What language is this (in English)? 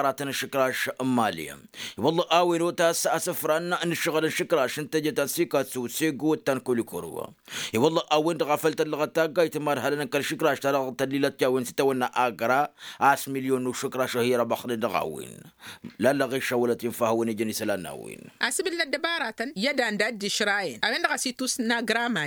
Tamasheq